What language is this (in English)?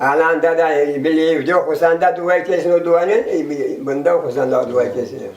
Crimean Tatar